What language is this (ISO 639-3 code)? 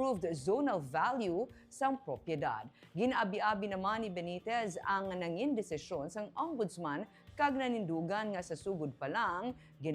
hil